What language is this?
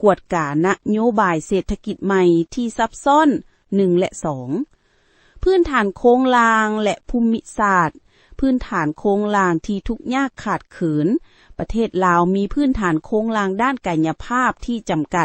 Lao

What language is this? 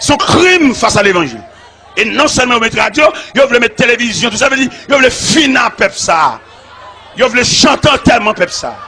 Haitian Creole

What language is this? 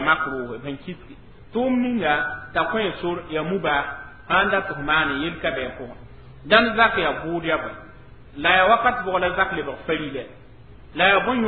Mossi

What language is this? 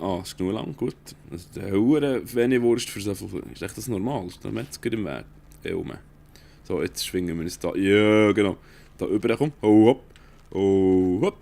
Swiss German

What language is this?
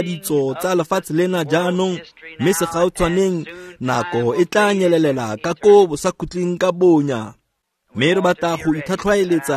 Tswana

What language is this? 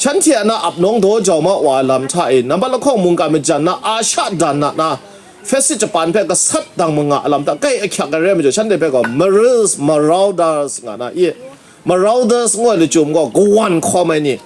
Kachin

